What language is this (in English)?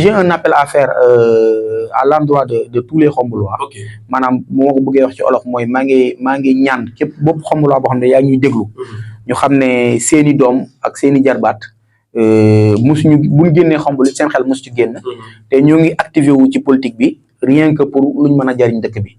Wolof